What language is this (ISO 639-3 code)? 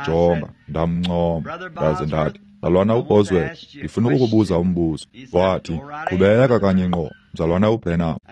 xho